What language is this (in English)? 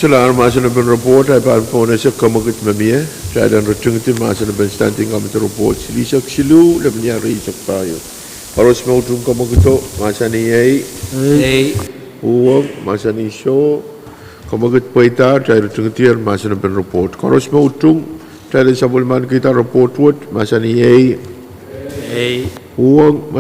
Pohnpeian